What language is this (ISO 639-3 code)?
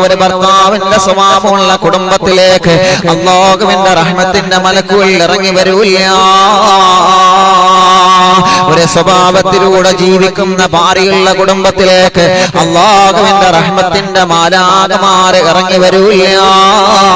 mal